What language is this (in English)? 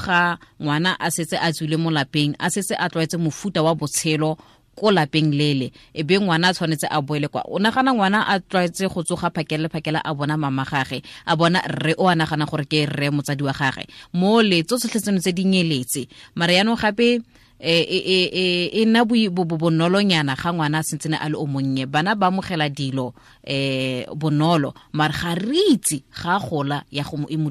Tswana